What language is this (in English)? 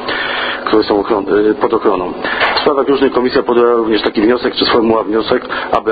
Polish